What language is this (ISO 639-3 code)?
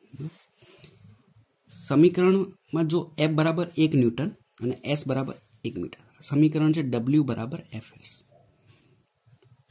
guj